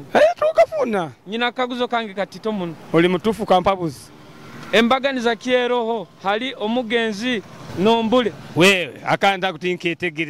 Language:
Nyoro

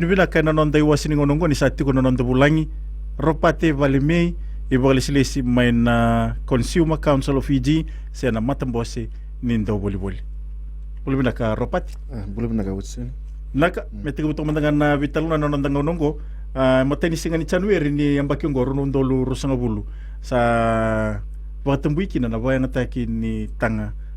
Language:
Fijian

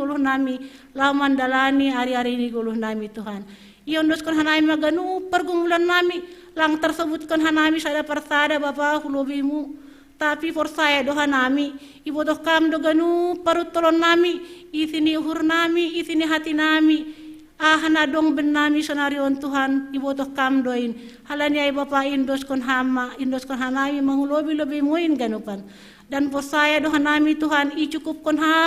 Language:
Batak Simalungun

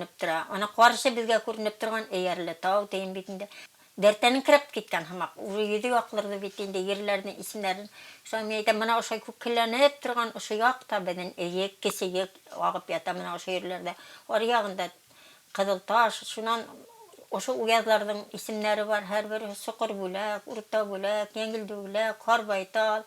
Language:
Bashkir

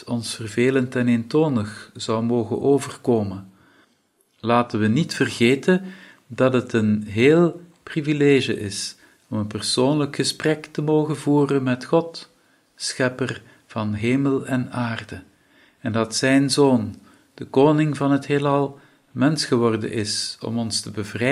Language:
Dutch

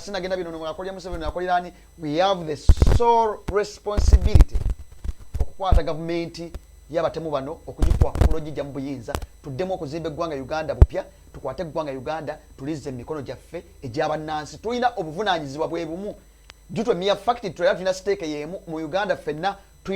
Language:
Ganda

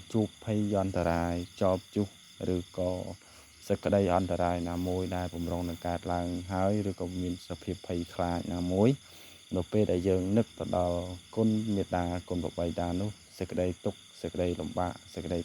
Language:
Khmer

